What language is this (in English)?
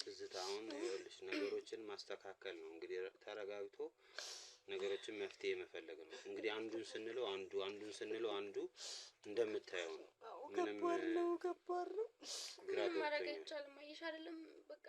Amharic